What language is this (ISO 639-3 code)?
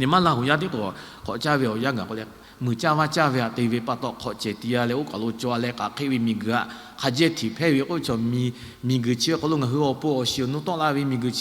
lhu